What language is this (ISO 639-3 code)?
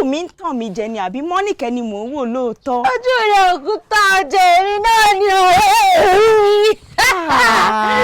yor